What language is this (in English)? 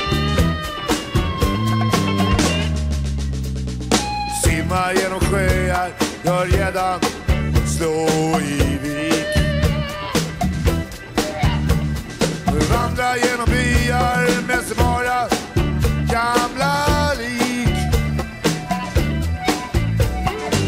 Swedish